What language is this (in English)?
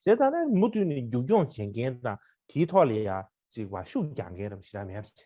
Tibetan